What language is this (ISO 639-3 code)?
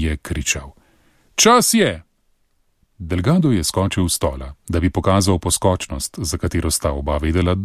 slv